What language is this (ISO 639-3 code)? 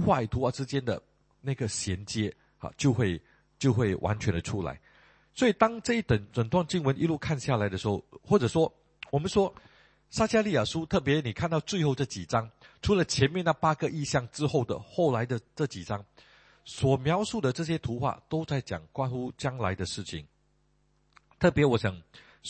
zho